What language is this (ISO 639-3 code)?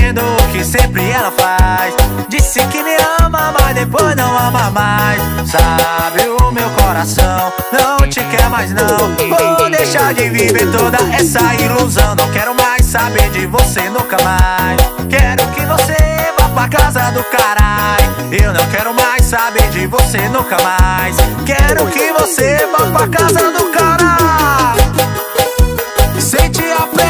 por